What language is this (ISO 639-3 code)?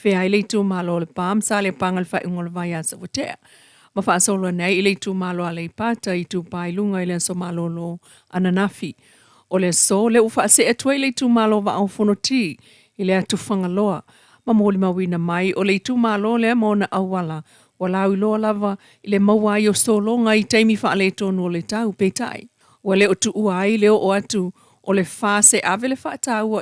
smo